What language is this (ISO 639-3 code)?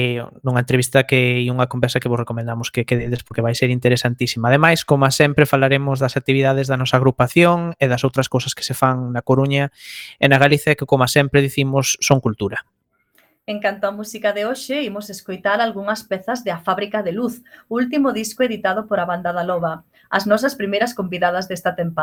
glg